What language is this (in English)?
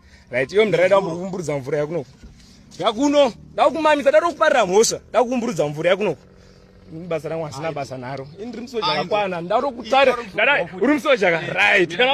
Shona